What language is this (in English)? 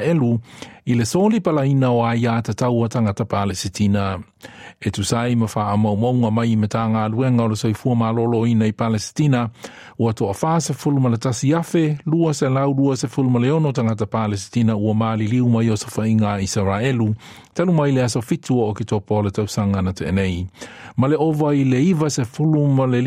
Samoan